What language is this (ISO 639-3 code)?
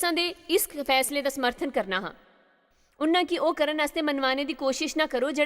doi